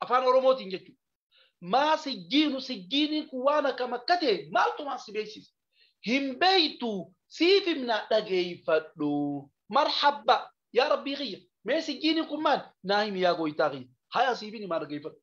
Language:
Oromo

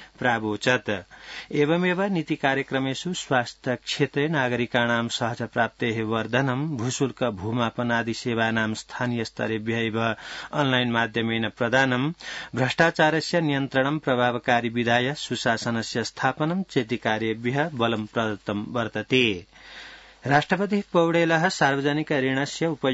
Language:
Sanskrit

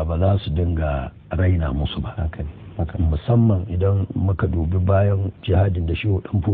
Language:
Hausa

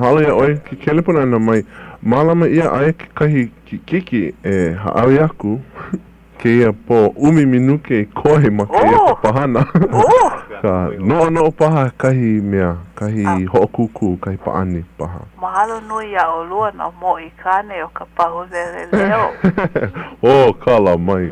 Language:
Hawaiian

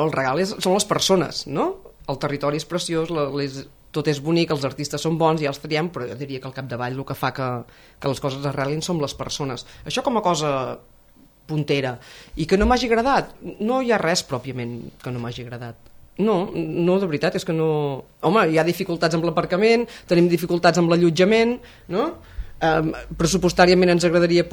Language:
Catalan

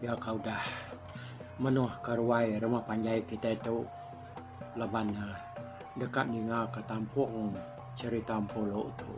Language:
Iban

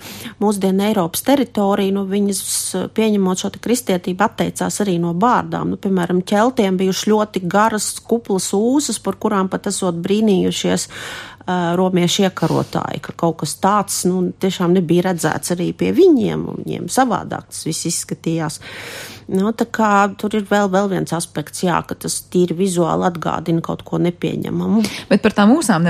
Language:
Latvian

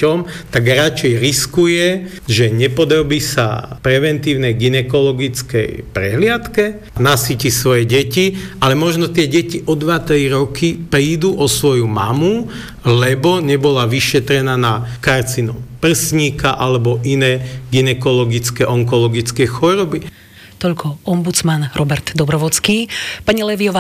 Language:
Slovak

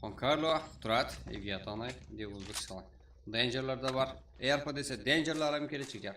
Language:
Kara-Kalpak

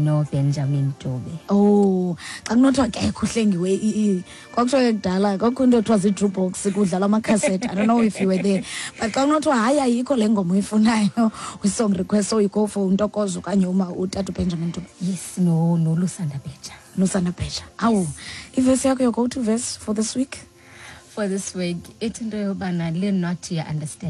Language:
Xhosa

